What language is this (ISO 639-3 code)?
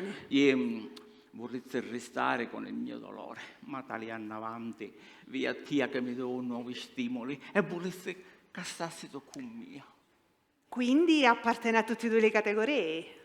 scn